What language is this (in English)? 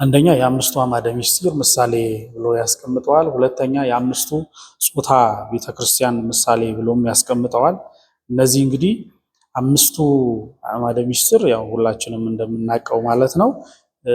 Amharic